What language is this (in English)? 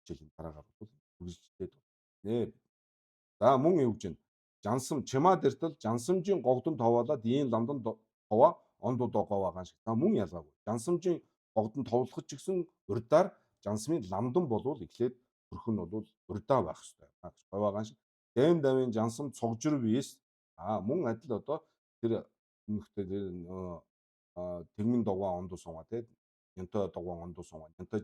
Mongolian